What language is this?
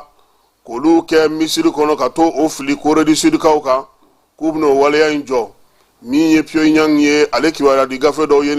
Bambara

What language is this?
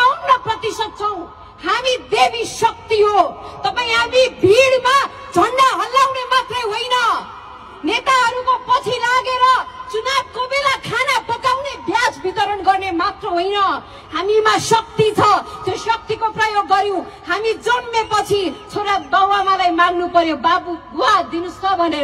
Nepali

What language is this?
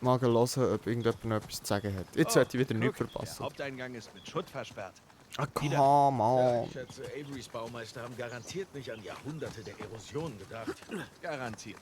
Swiss German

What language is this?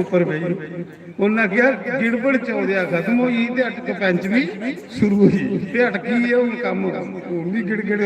Dogri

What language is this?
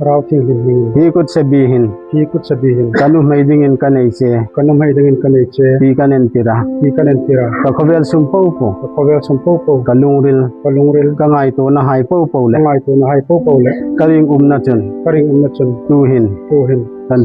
Hmar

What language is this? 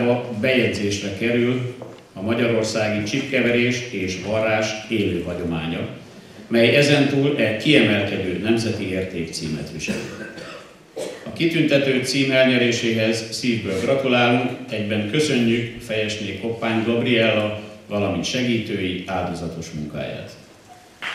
Hungarian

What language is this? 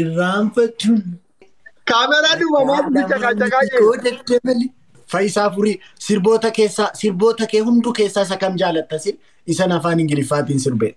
Oromo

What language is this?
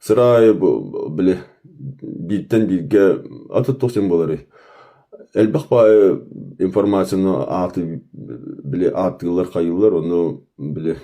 Yakut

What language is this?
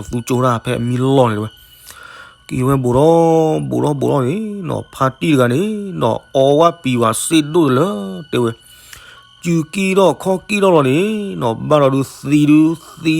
S'gaw Karen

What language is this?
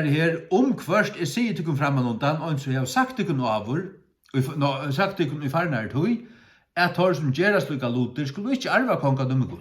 Faroese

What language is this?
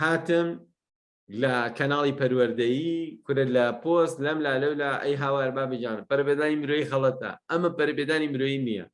Central Kurdish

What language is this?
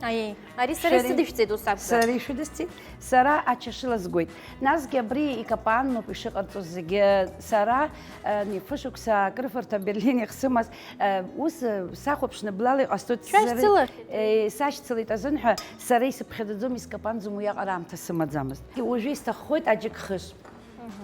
Abkhazian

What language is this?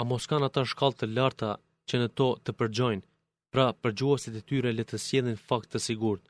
Albanian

